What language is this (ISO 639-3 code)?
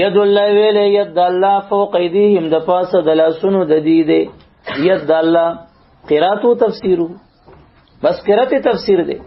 pus